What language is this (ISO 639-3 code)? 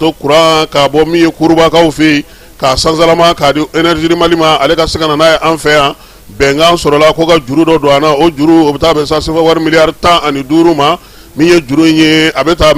bam